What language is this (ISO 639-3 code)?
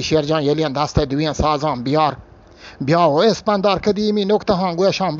bgp